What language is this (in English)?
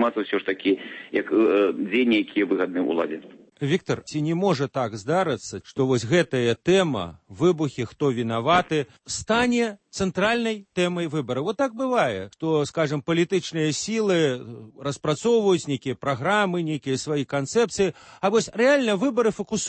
Belarusian